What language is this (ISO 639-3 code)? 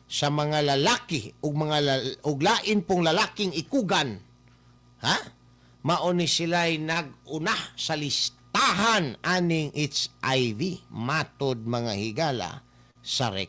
ceb